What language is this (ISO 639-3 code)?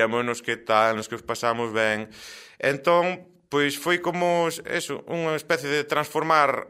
glg